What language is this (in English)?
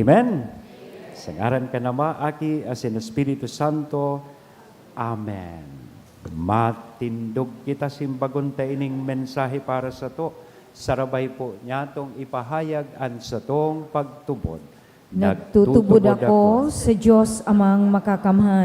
Bikol